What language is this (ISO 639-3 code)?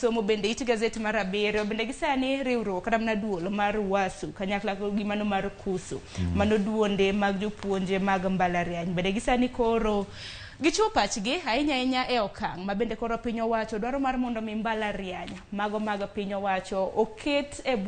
luo